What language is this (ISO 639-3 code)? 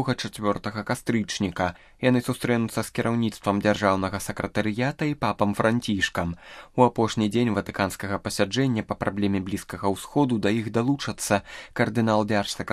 bel